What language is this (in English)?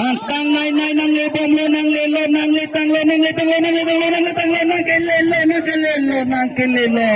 Karbi